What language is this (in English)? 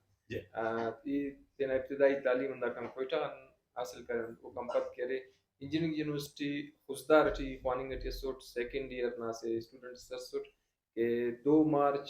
Brahui